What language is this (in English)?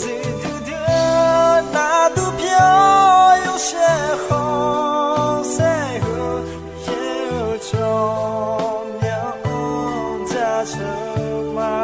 Akha